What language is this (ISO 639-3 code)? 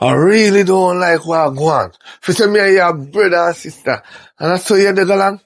jam